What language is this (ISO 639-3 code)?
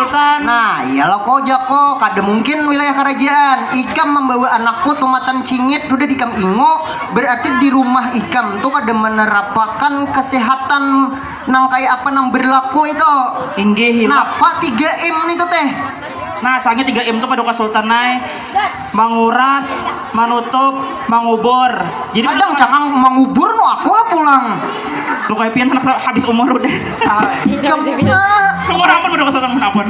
bjn